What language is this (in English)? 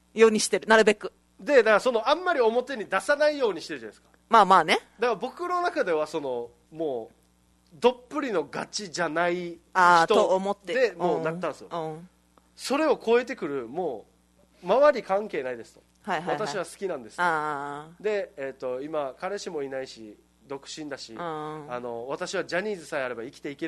Japanese